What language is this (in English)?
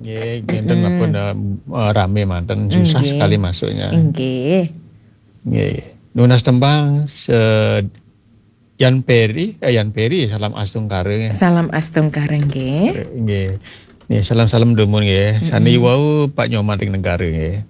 Balinese